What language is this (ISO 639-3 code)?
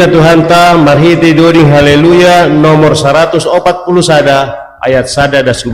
bts